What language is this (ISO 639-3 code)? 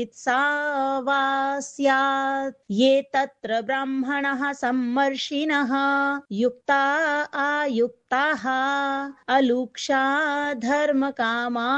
san